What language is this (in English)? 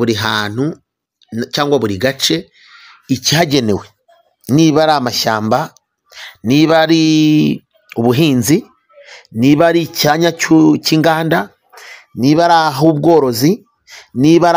Kinyarwanda